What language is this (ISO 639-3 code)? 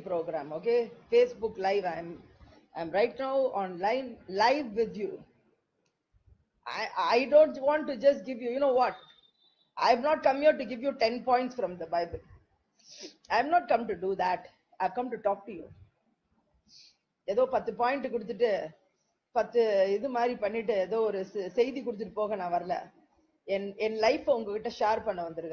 tam